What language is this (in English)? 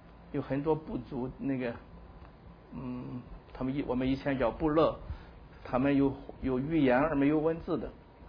Chinese